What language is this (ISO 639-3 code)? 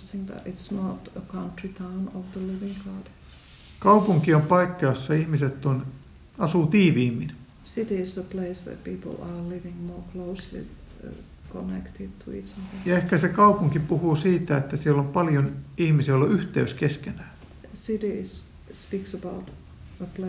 fin